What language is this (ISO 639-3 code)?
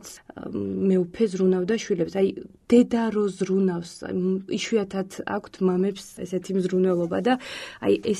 kat